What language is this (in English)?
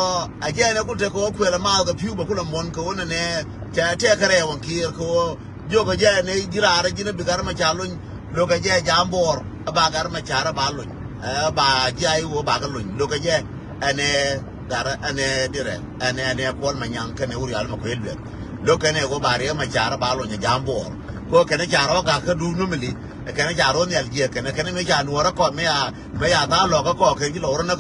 Nuer